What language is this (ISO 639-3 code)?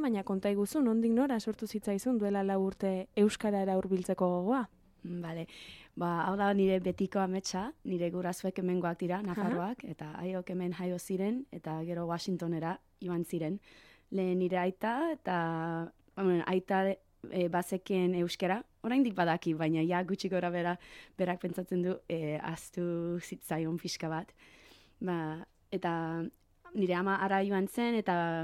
eus